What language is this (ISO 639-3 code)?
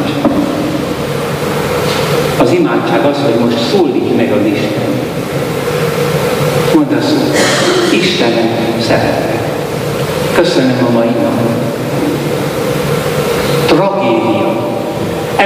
hun